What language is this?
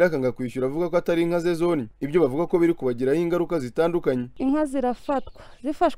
Kinyarwanda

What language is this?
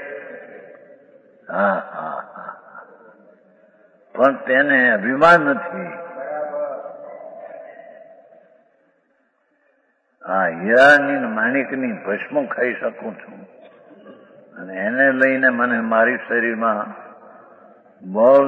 Gujarati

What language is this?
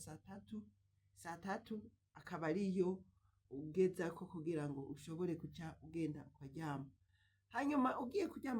Rundi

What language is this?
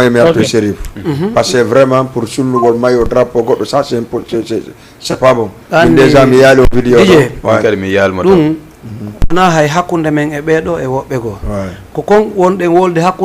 Fula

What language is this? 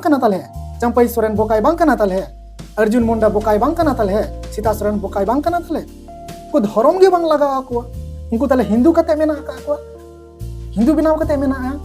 Santali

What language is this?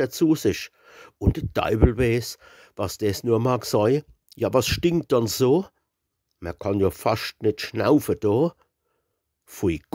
Palatine German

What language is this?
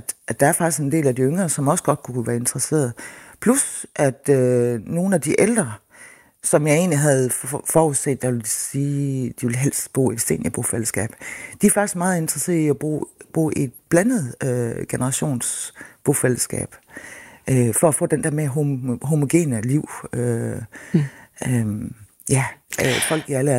Danish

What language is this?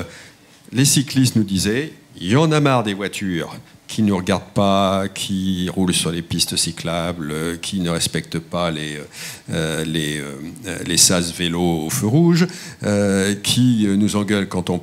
French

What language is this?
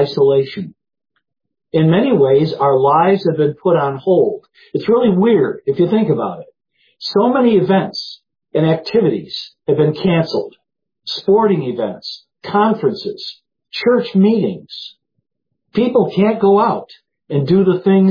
English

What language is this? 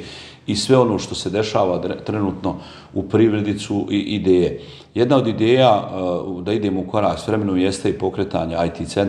Bosnian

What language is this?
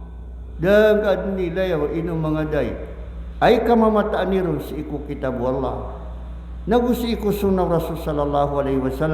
Maranao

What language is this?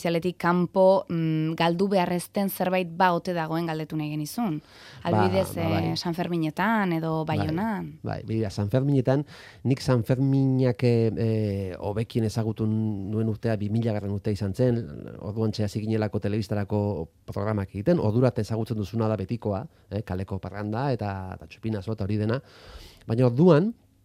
Basque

